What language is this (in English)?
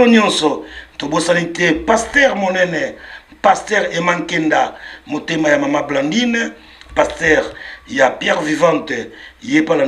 Lingala